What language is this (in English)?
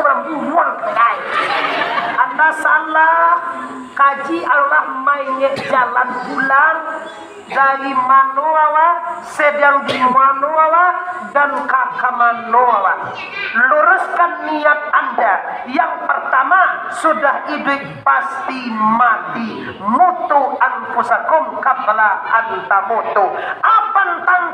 Minangkabau